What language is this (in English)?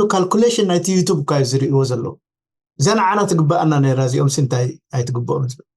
Tigrinya